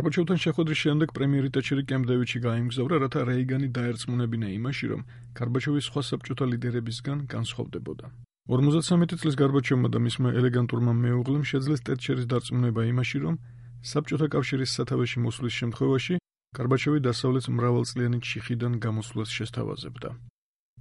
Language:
Georgian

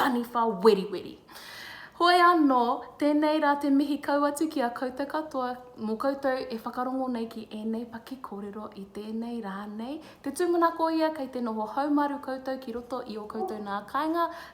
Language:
Māori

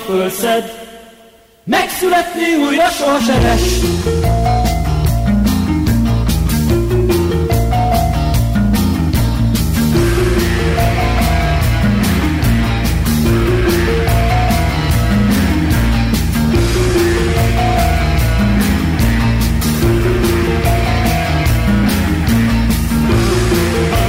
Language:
Hungarian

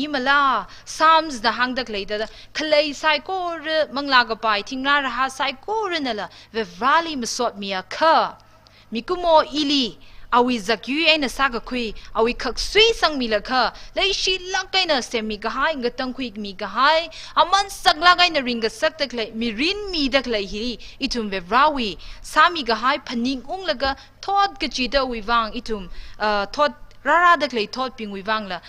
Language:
Tangkhul Naga (India)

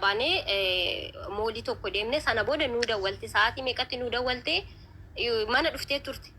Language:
Oromo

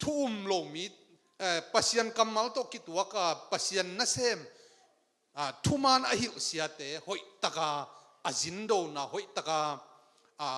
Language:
Tedim Chin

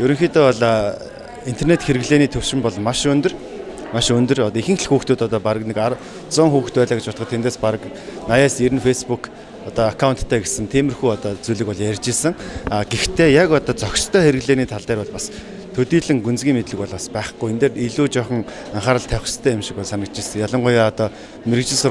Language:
Mongolian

